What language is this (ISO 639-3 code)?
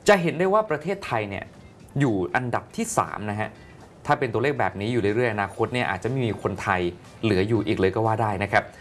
tha